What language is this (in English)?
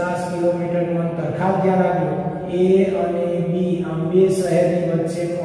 Gujarati